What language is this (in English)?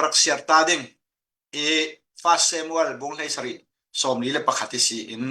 Falam Chin